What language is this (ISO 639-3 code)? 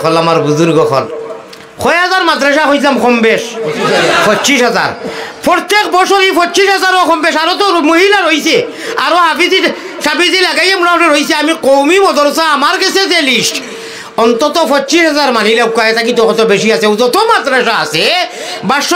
syl